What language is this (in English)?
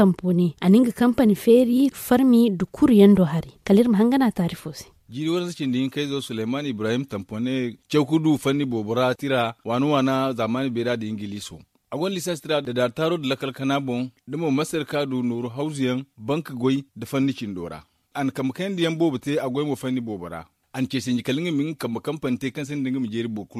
Zarma